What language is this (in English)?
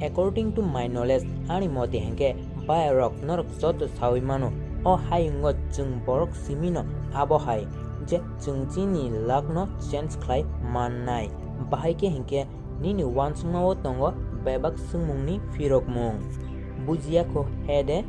Kok Borok